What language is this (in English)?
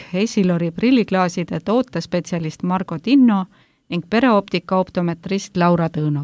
Estonian